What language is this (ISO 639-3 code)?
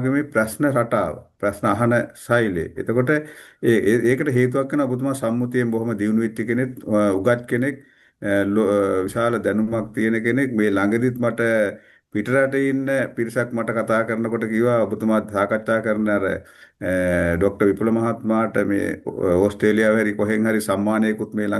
sin